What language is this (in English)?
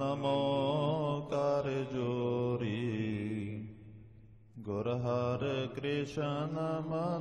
Punjabi